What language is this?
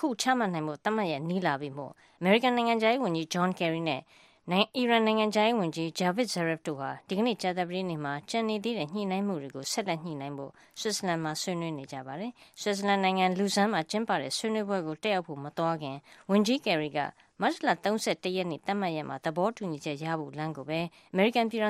Burmese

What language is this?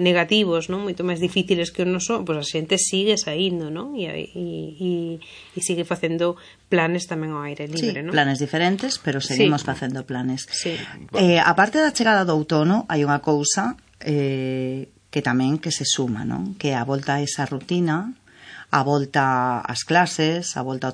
Galician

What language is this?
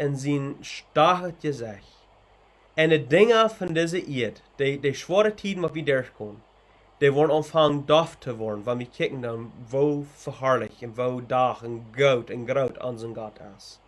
Plautdietsch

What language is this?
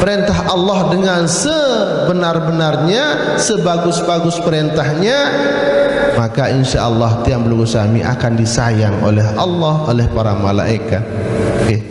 Sasak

